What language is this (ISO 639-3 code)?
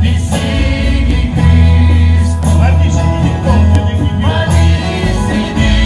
pap